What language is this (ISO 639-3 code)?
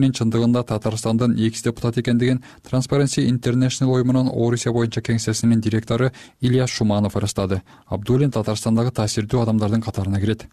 kir